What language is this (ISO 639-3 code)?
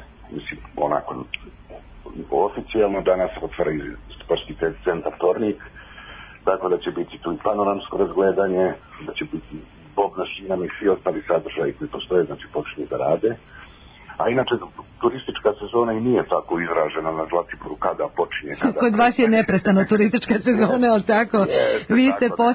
srp